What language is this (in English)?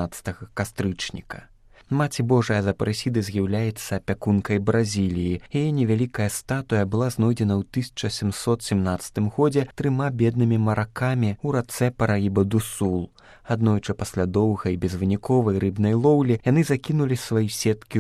Belarusian